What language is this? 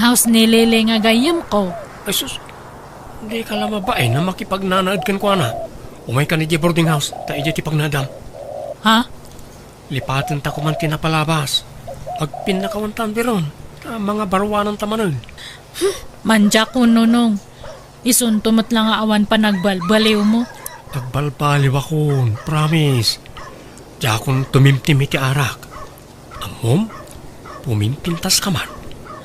Iloko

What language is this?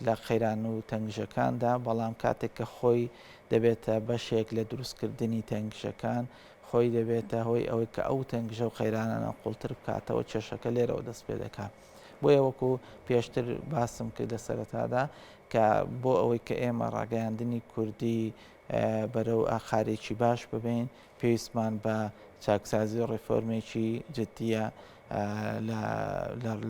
Central Kurdish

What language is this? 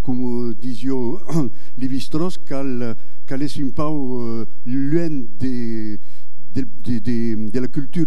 Occitan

